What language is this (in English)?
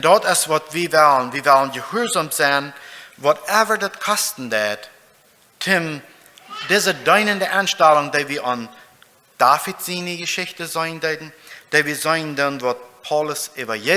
Plautdietsch